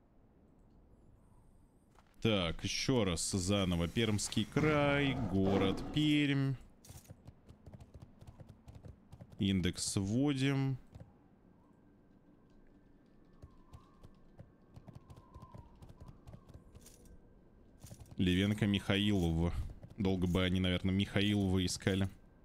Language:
Russian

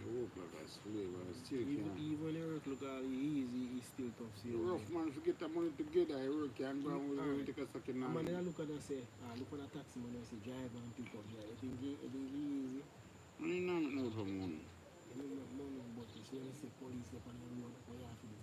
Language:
Jamaican Creole English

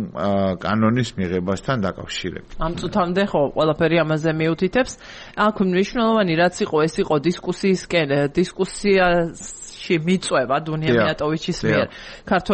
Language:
Georgian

